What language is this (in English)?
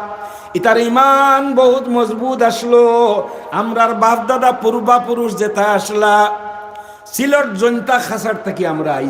Sylheti